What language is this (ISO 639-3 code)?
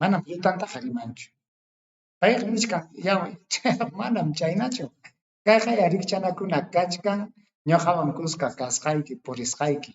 quy